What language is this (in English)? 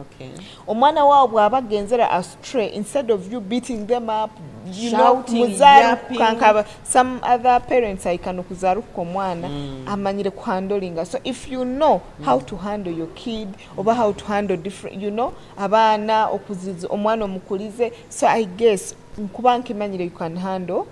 Nyoro